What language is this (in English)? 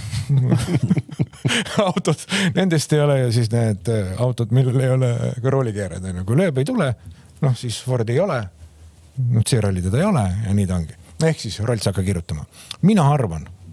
Estonian